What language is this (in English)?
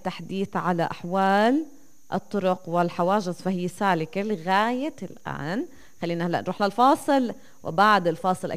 North Levantine Arabic